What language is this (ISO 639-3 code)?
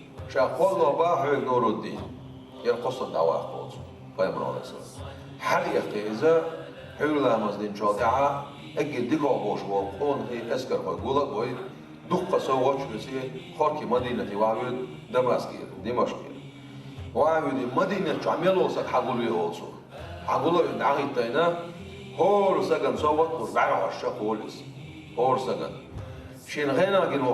che